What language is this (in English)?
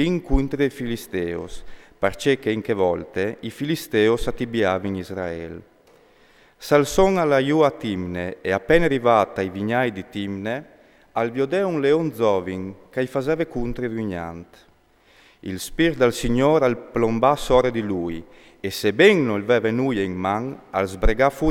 Friulian